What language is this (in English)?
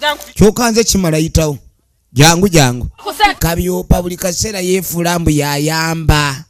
Ganda